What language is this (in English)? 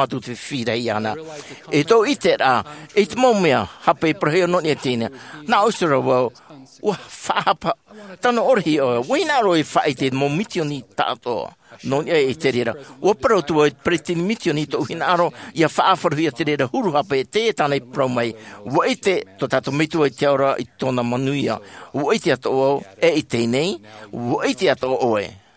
Tahitian